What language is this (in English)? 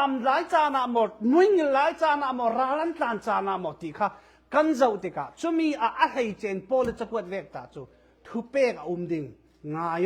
Falam Chin